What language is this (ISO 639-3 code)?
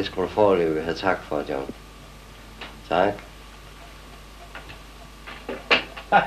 dan